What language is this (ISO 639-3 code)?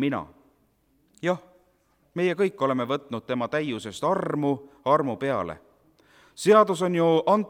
est